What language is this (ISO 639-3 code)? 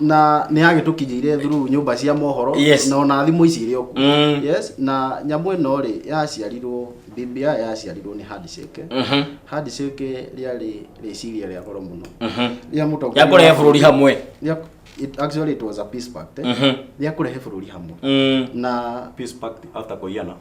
kik